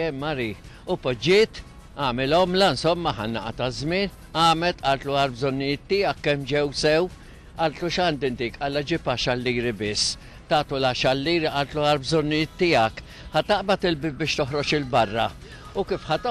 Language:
Maltese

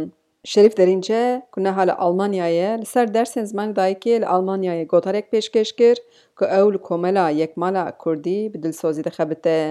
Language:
Kurdish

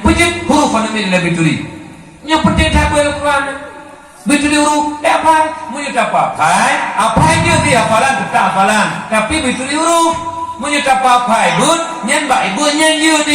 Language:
Achinese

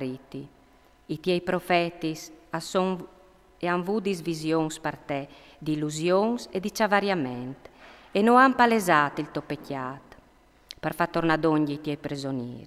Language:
Friulian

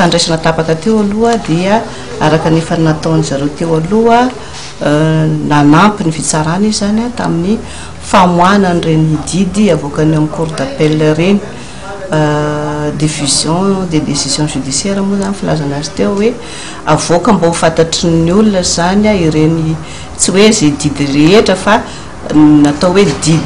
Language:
Malagasy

